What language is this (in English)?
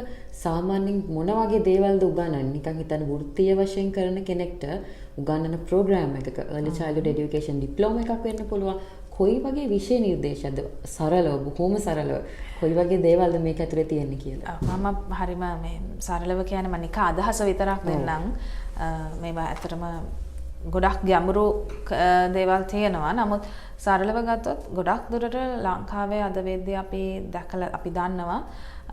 Sinhala